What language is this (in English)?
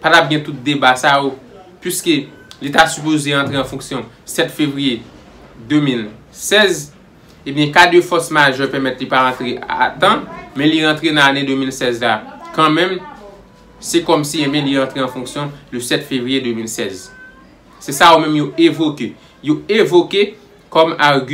Haitian Creole